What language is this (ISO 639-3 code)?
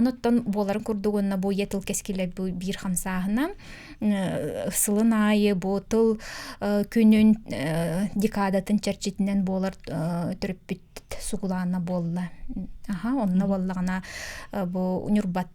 sah